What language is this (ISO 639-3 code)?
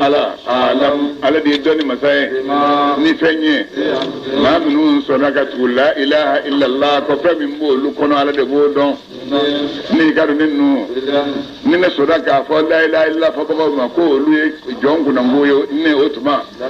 bam